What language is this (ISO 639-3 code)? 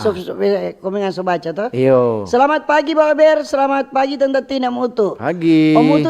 xmm